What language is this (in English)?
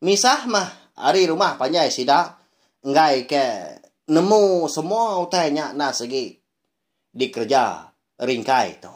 Iban